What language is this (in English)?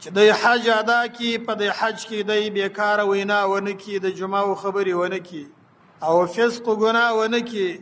Pashto